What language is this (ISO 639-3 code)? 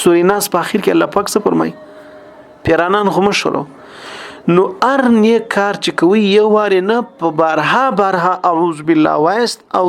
pus